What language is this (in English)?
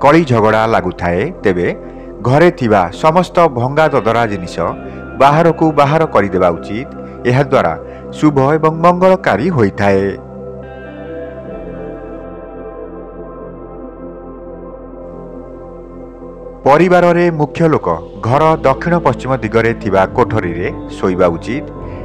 Odia